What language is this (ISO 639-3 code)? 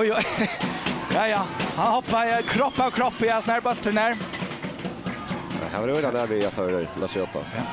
fao